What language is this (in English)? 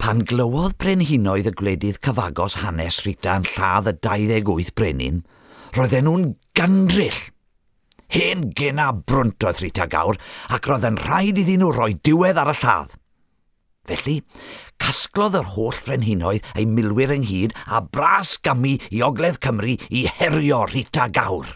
Welsh